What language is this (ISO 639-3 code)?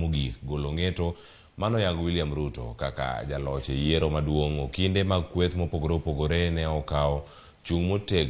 luo